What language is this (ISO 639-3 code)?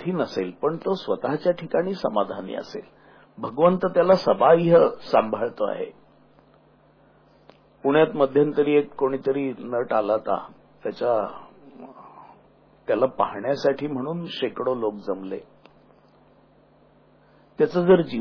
mar